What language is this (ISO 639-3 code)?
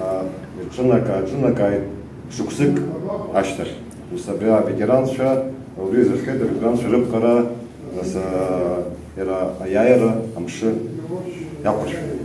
abk